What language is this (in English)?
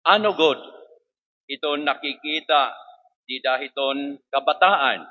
Waray